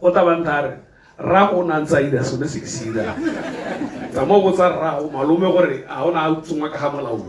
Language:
Tswana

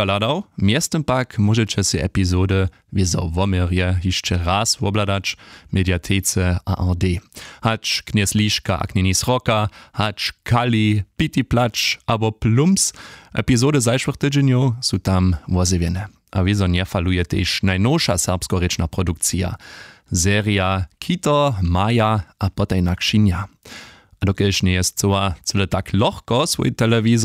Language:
Upper Sorbian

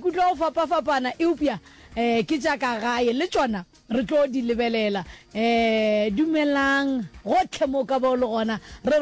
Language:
Northern Sotho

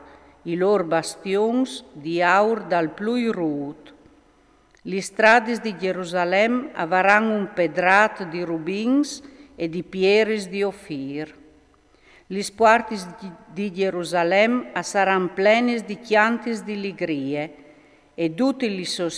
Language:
Friulian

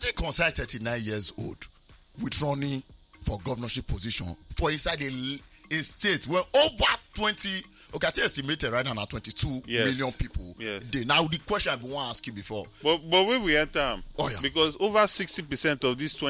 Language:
Nigerian Pidgin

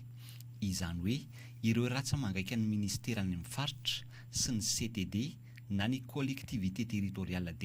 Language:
Malagasy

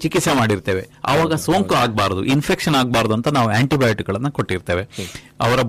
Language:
Kannada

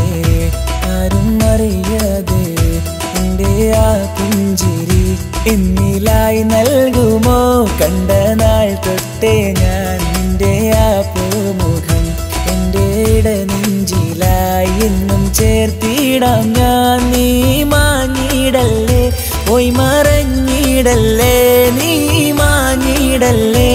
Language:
Malayalam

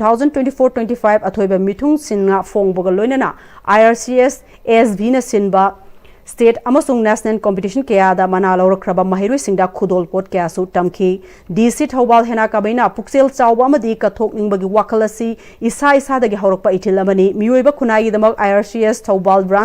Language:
Manipuri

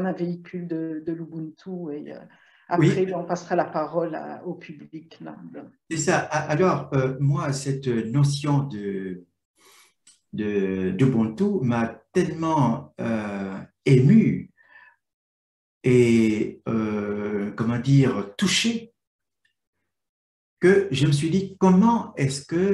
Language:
French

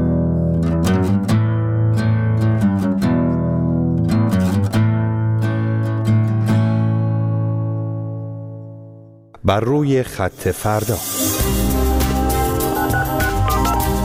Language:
Persian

